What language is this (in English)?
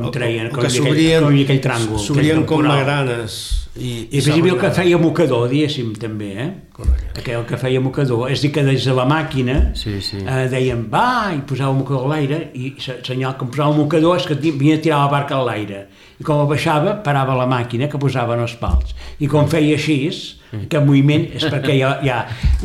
Catalan